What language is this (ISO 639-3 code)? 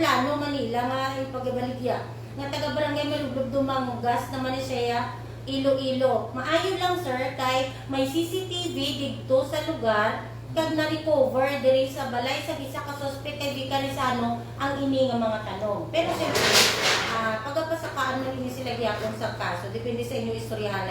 hil